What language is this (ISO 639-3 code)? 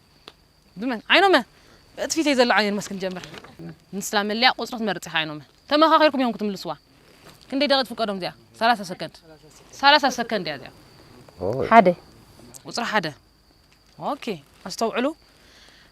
tir